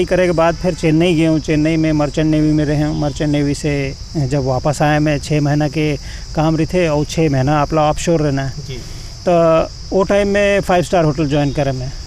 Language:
Chhattisgarhi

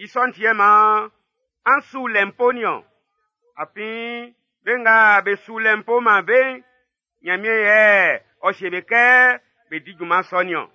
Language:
Baoulé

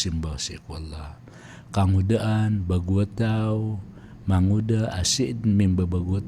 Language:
Maranao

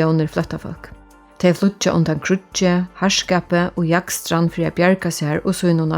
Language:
Faroese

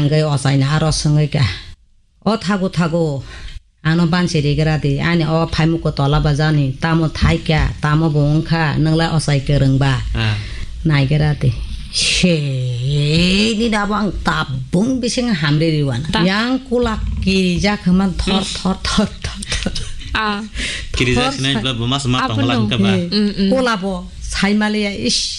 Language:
Kok Borok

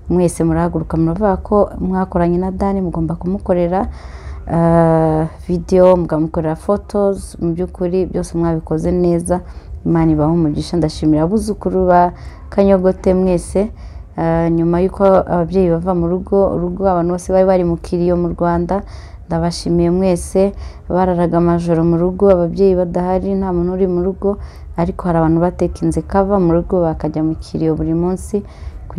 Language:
Kinyarwanda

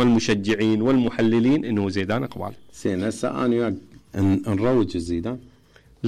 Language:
Mesopotamian Arabic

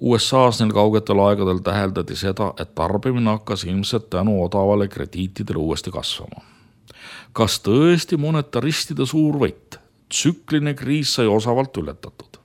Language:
Estonian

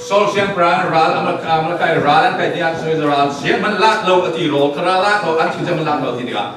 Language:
Falam Chin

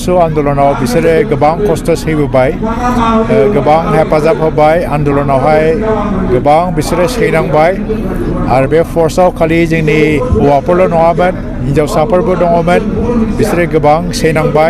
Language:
Bodo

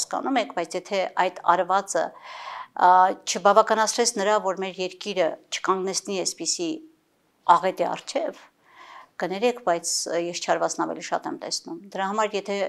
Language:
Armenian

